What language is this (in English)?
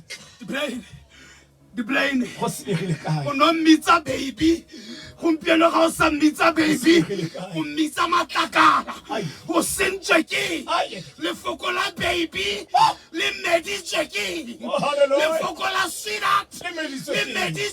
Tswana